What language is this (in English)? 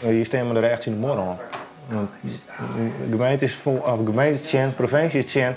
Western Frisian